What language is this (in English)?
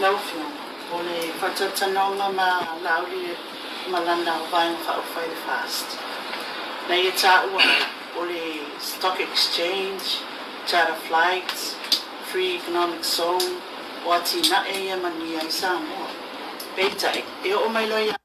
Samoan